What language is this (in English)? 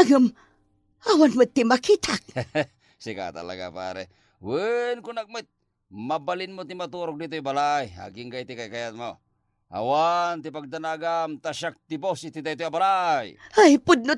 Iloko